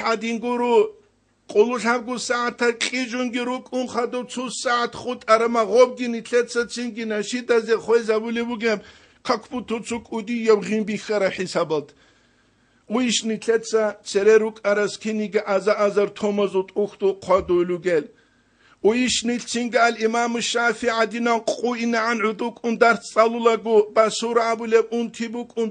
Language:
Avaric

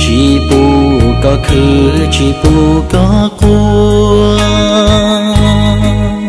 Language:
Hmong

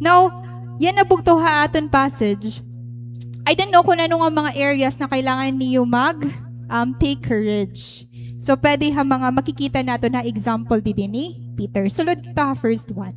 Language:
Waray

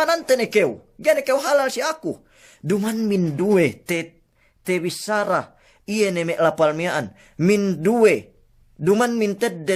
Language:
Yakan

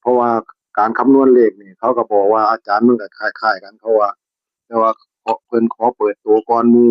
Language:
Northeastern Thai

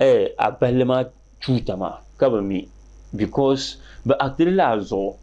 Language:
Dagbani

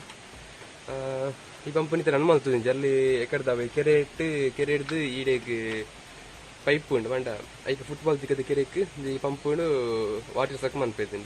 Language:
Tulu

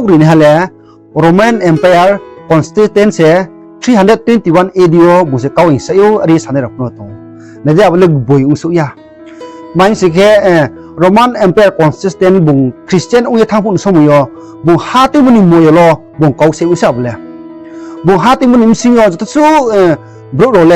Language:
Riang (India)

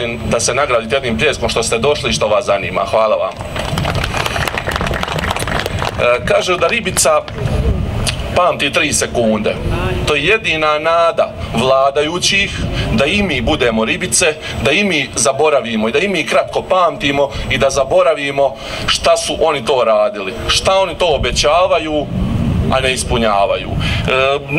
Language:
Croatian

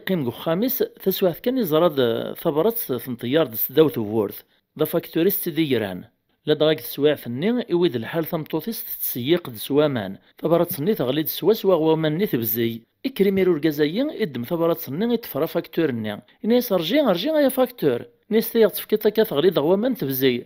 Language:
Kabyle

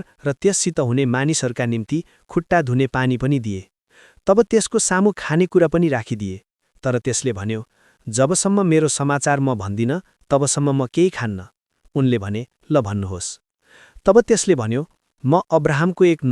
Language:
Nepali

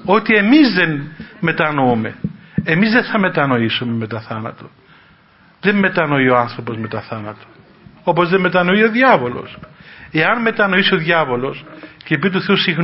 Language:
Greek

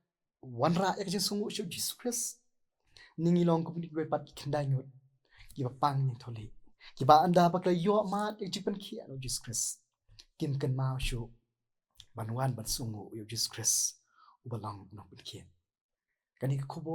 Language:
Khasi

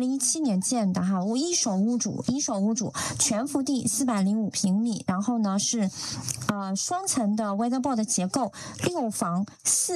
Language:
Chinese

